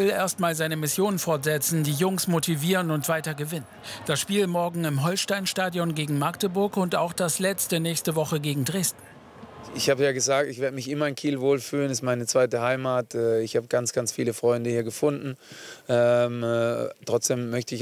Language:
German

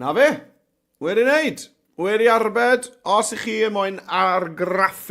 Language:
Welsh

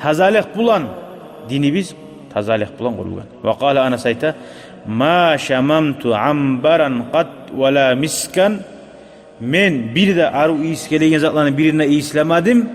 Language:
Kumyk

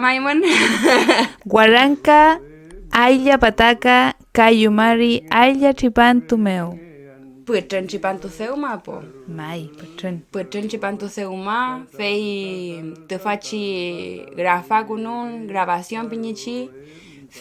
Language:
Mapuche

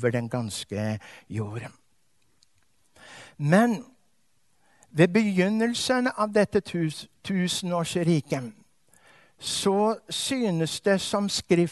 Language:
Norwegian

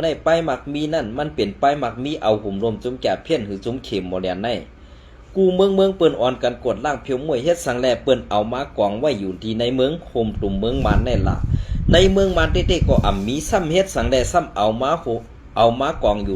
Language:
Shan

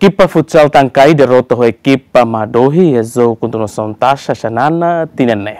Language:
Tetum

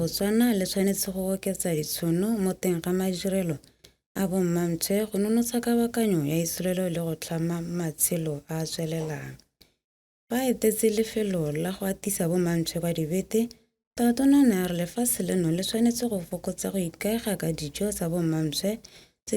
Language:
Tswana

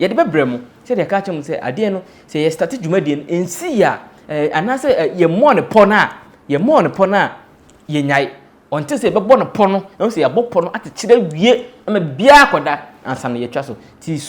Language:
Akan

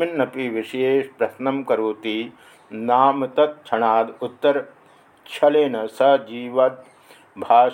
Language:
Sanskrit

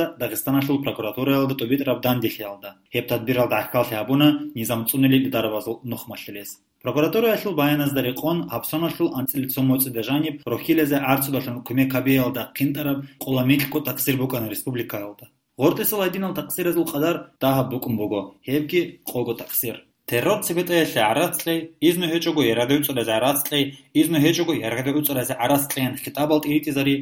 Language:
Avaric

